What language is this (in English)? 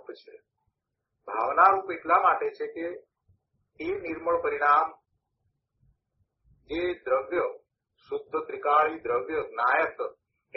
Gujarati